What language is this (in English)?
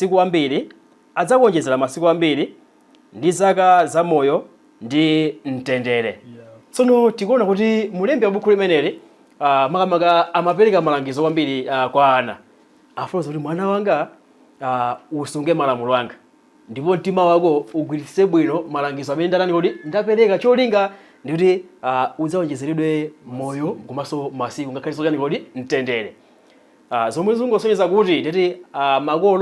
Nyanja